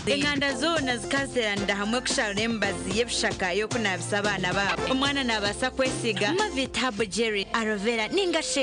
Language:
Nyankole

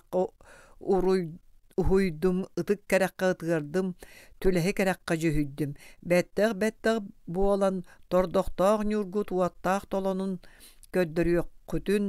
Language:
Yakut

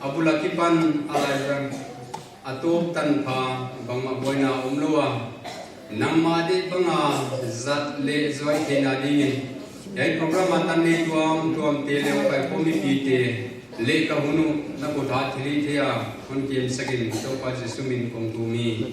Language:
Paite Chin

